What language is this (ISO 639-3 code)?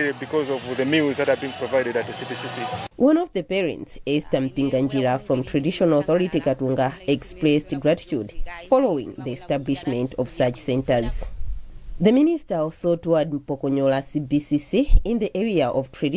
eng